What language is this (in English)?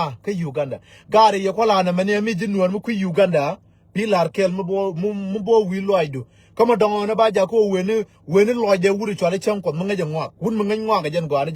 Nuer